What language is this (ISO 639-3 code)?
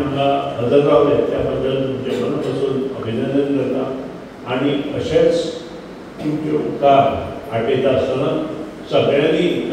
kok